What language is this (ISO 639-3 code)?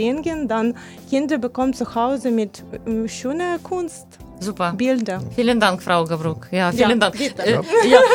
deu